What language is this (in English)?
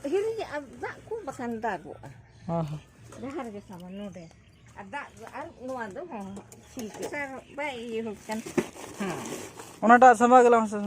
Santali